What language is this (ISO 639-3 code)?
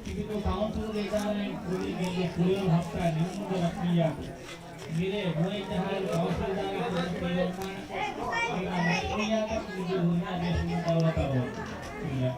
div